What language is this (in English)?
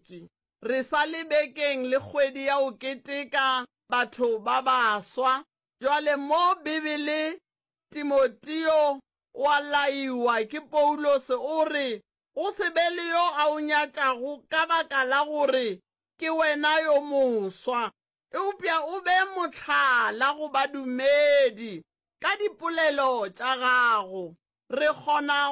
Northern Sotho